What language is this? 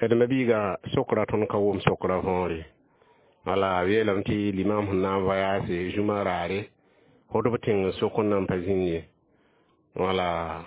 Mossi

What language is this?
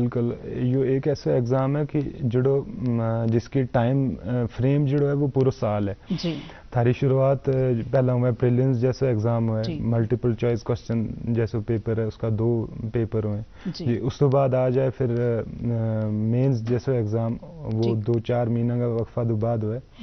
Gujari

